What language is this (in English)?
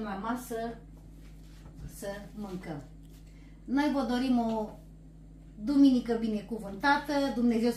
Romanian